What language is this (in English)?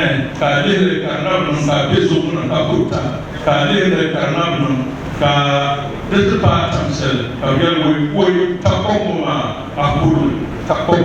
Dagbani